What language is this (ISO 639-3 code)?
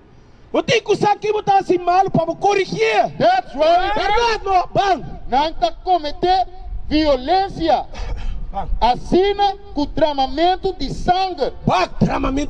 pap